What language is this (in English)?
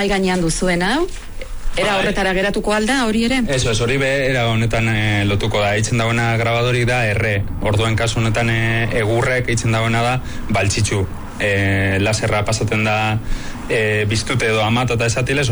Basque